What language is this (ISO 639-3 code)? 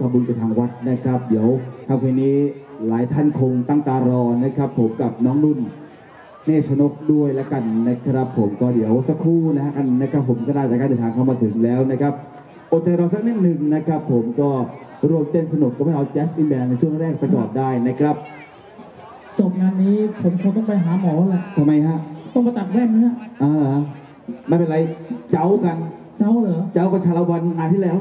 tha